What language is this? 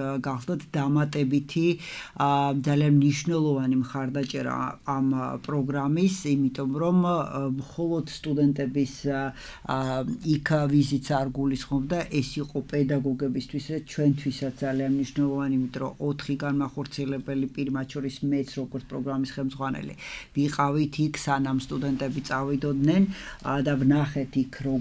Georgian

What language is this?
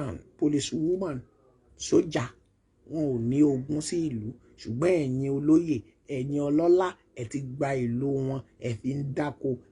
Yoruba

